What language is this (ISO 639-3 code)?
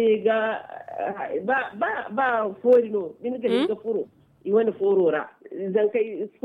dje